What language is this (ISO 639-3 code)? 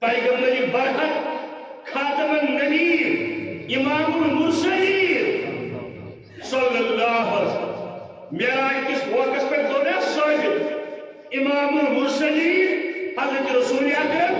kas